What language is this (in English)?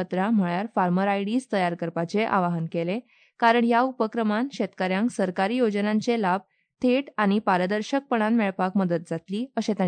Konkani